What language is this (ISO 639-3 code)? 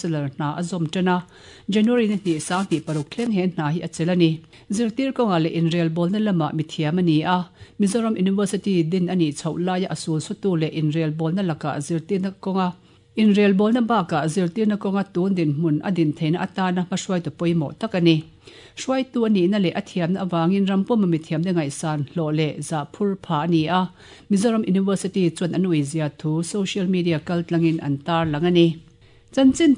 lus